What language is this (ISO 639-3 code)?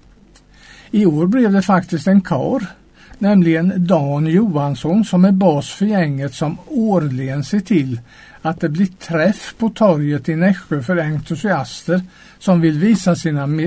swe